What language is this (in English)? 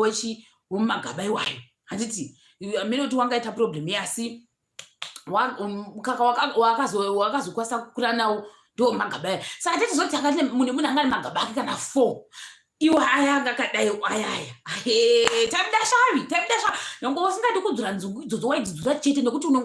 Shona